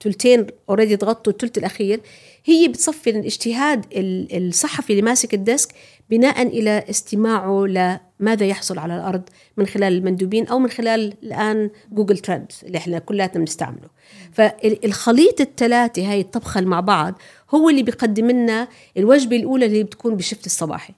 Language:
North Levantine Arabic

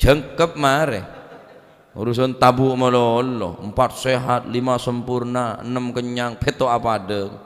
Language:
Madurese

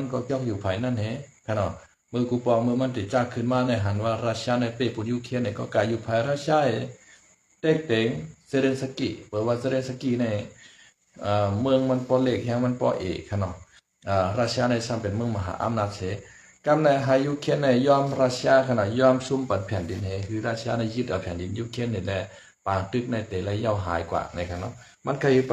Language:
Shan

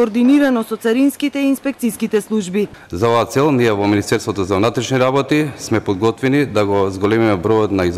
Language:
Macedonian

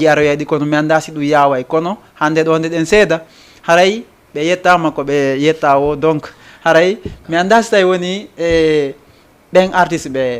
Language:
Fula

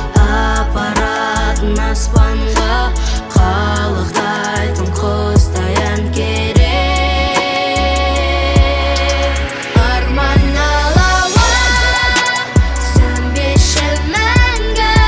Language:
Kazakh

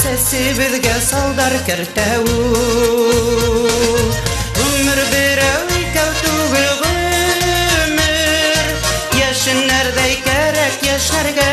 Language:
Bashkir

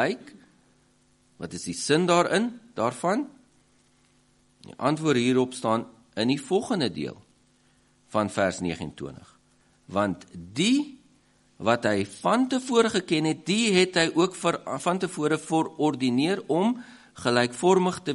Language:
Afrikaans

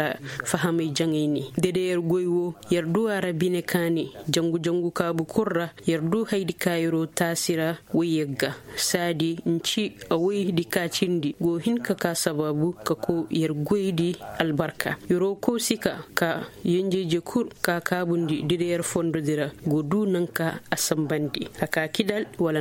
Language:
Koyraboro Senni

